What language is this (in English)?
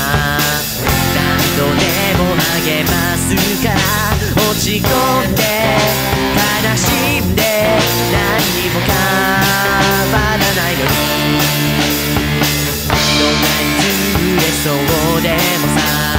Japanese